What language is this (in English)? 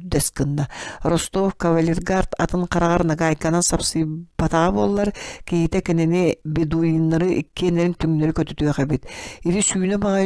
Yakut